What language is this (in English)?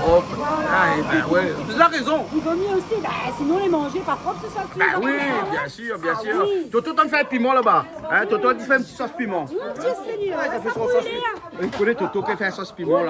Réunion Creole French